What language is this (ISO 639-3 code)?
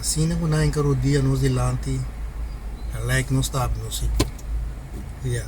pap